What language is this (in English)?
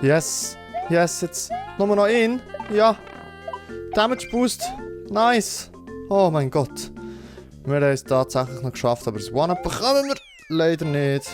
Swiss German